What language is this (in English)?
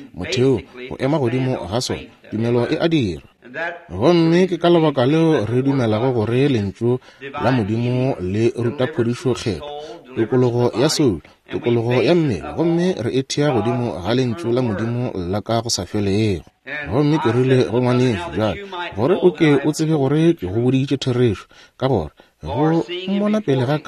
Northern Sotho